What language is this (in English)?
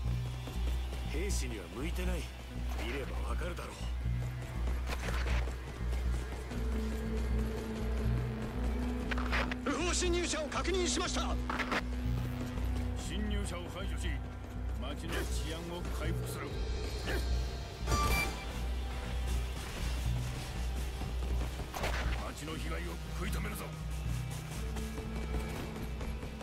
Japanese